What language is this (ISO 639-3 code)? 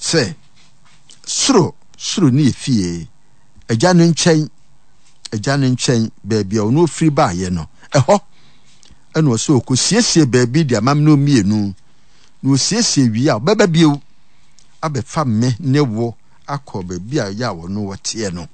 aka